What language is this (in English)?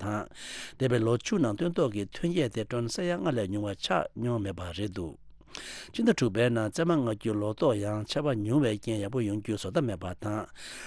Tibetan